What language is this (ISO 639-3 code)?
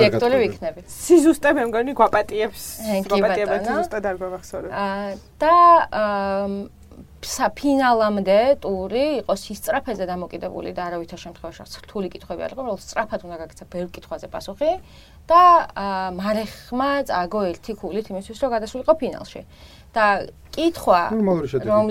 kat